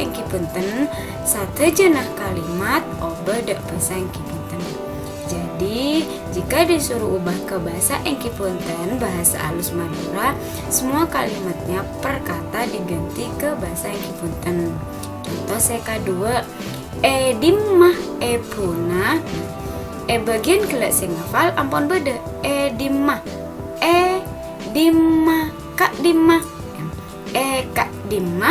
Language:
Madurese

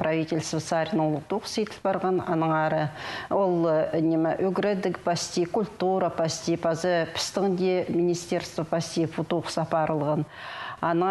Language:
Khakas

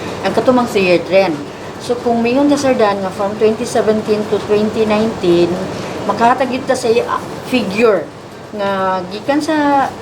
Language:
Cebuano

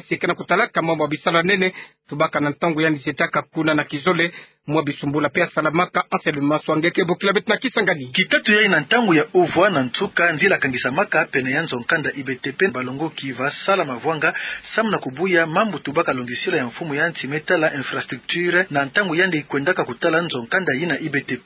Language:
Kituba (Democratic Republic of Congo)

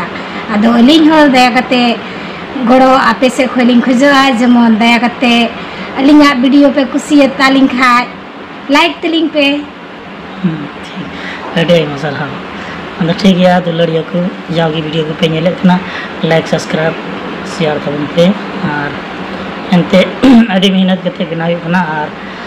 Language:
Santali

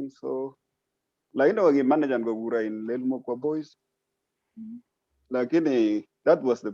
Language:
Kalenjin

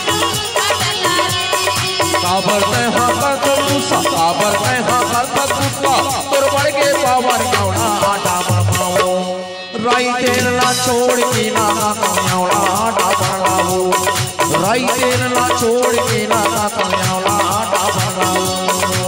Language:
Chhattisgarhi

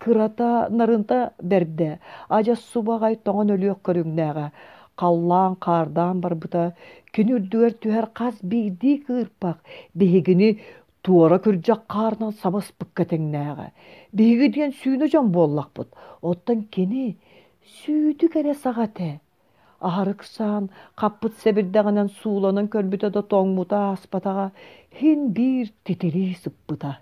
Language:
Yakut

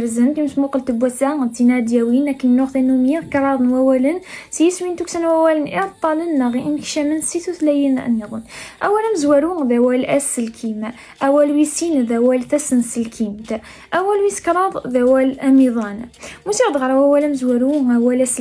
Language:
Kabyle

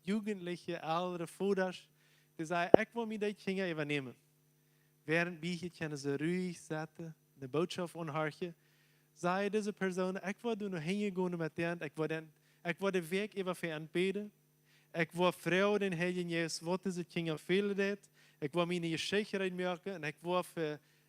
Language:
Plautdietsch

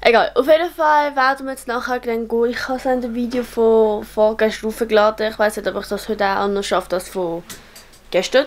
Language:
Swiss German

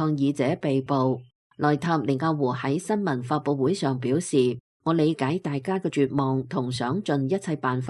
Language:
Cantonese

